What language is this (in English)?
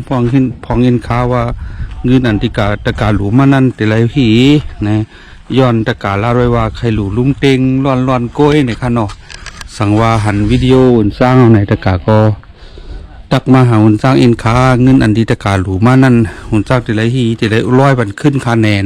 Shan